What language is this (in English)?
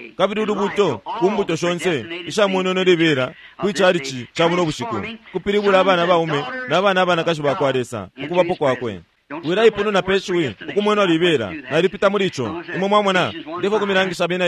Bemba